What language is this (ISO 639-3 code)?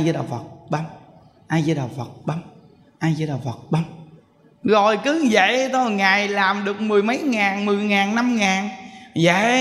vie